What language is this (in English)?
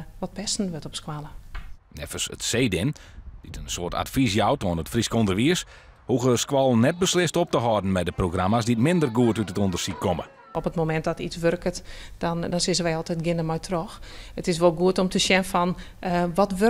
Western Frisian